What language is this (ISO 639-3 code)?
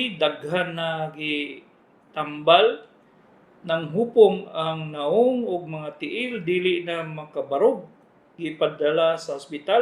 ceb